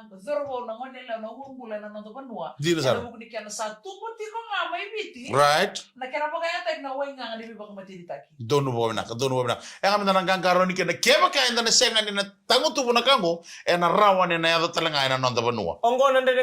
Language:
Fijian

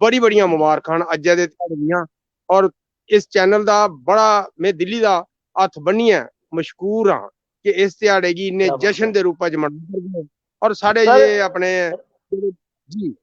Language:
Dogri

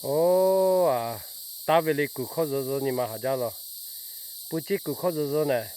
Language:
Lahu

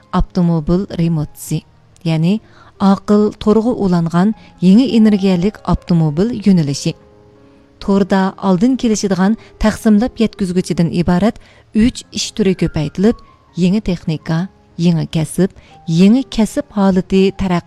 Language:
Uyghur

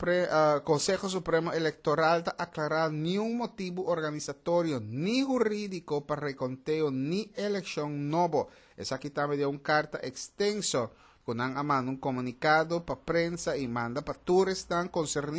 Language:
Papiamento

